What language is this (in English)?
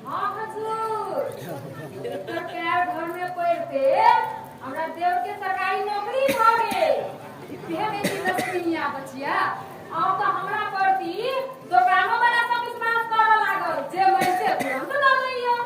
Maithili